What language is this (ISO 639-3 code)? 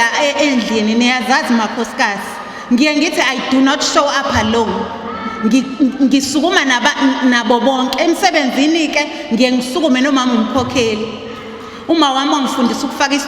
zul